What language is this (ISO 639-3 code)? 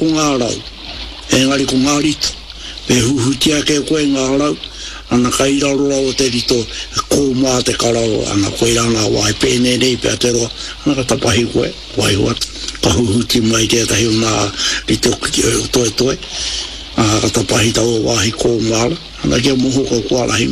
mri